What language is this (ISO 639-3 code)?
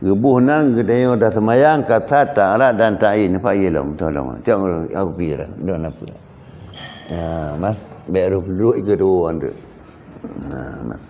ace